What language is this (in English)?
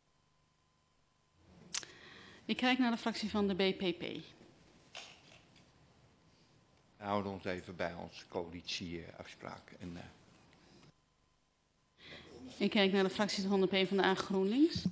Dutch